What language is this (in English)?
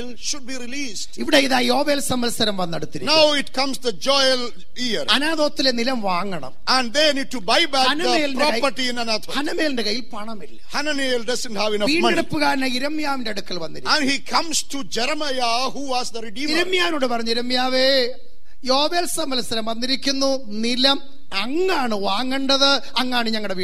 Malayalam